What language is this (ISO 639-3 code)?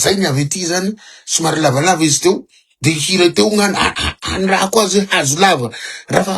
mlg